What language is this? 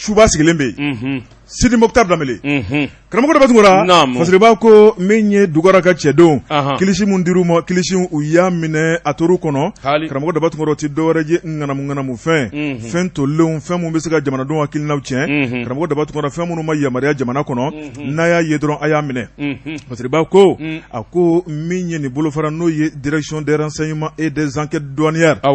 Bambara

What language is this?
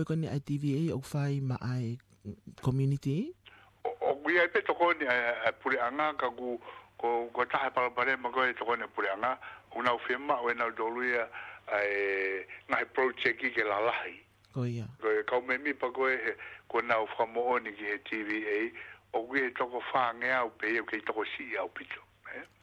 Tongan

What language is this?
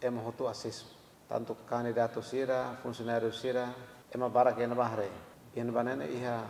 Tetum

